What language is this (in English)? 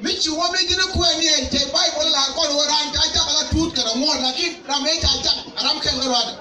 Nuer